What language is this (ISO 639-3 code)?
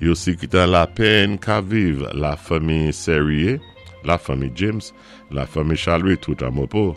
acf